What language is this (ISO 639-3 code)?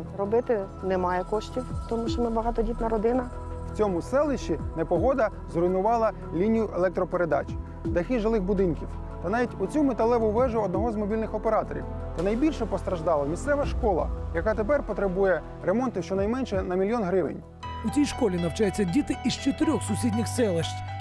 ukr